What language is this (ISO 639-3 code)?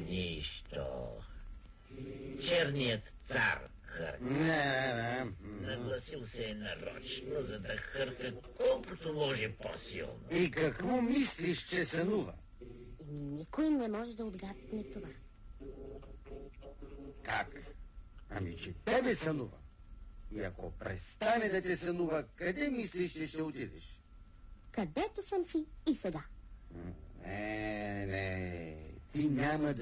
bul